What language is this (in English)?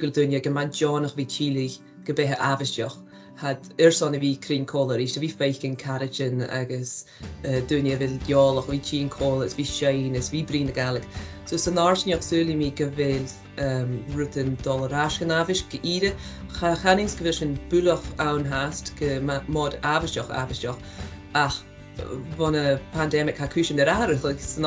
Scottish Gaelic